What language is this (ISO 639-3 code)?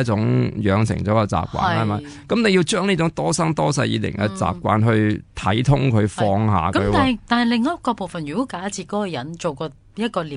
yue